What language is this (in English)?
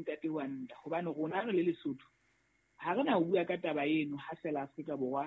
Southern Sotho